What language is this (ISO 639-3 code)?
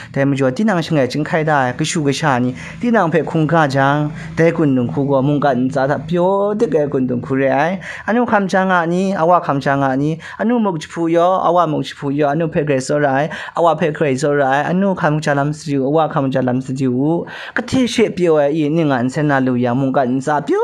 kac